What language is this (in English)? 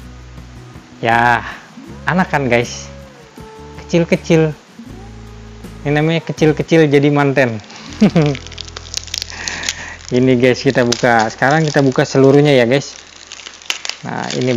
Indonesian